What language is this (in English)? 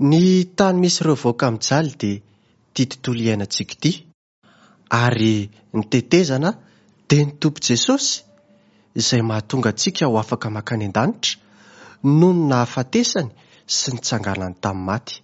Malagasy